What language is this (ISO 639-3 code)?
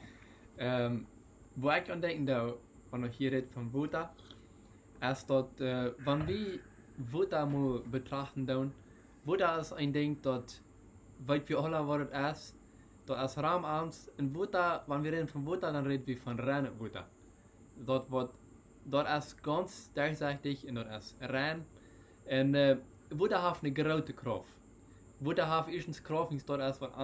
pdt